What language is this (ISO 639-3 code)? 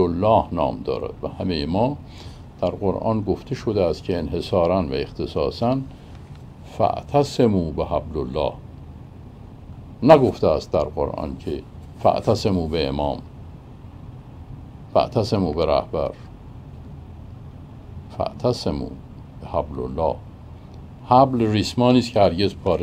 fas